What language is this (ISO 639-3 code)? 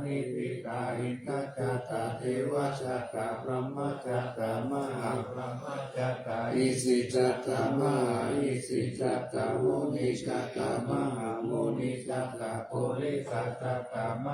pli